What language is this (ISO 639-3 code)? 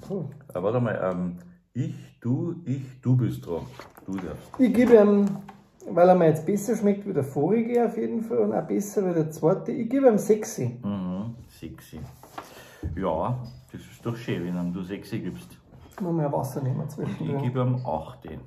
bar